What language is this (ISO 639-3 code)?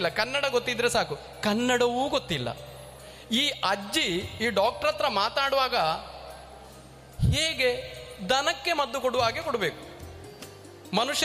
kan